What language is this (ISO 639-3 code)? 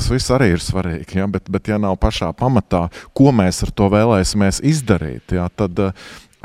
lav